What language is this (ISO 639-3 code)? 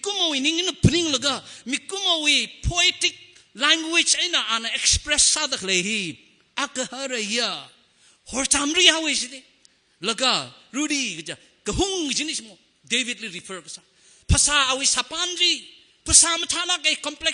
nmf